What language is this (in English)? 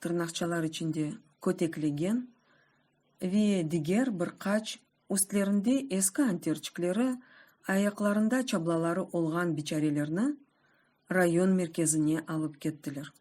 Crimean Tatar